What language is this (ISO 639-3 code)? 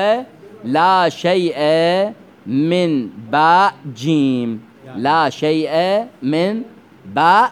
acm